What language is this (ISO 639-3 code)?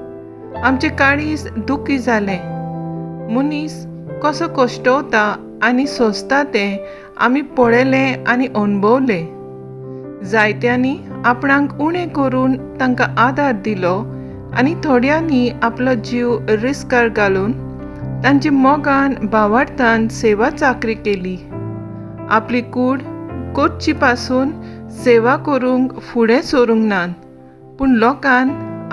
kok